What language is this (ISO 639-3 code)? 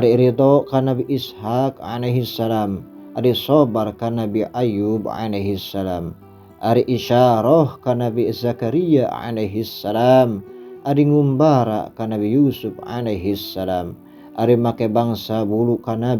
sun